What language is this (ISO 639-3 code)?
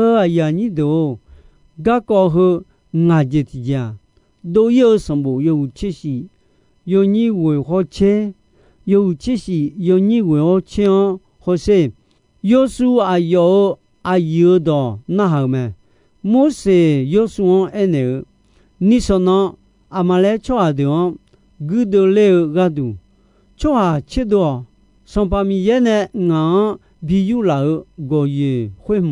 ahk